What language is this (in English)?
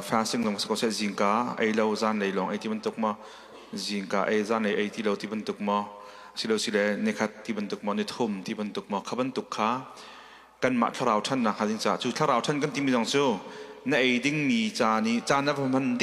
Hakha Chin